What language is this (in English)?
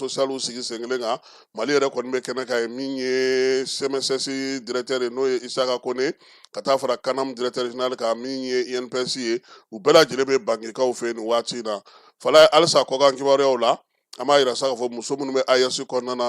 Bambara